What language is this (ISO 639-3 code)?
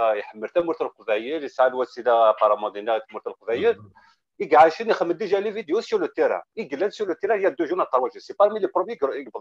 kab